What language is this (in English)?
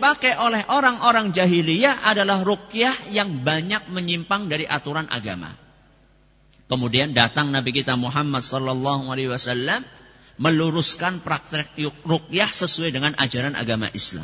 Indonesian